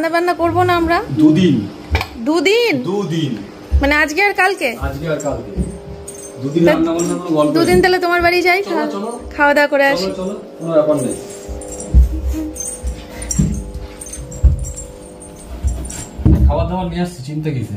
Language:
Bangla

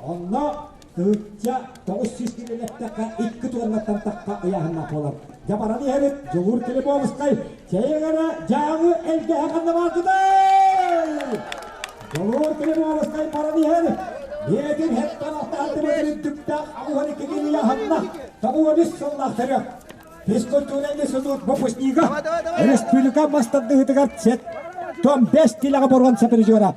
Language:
Yakut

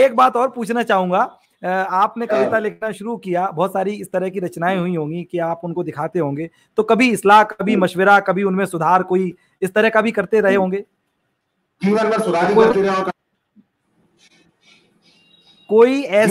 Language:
Hindi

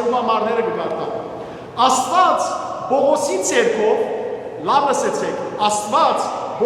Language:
Western Armenian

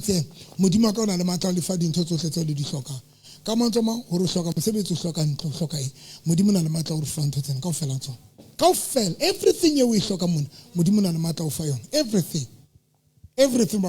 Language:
Southern Sotho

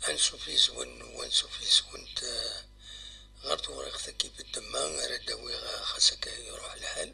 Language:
Kabyle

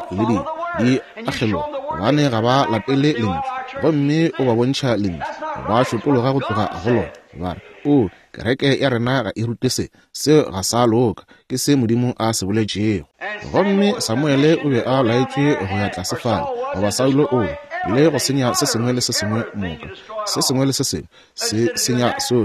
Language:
Northern Sotho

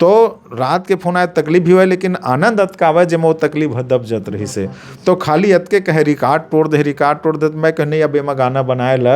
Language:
Chhattisgarhi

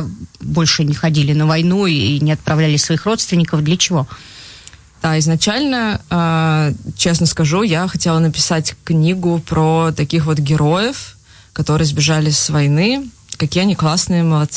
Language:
Russian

